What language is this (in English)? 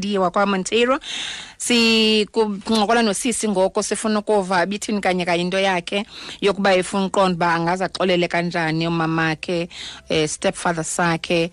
Xhosa